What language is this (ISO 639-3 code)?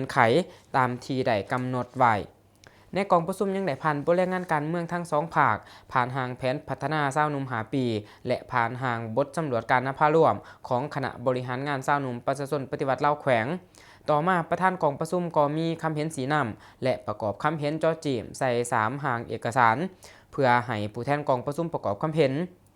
lao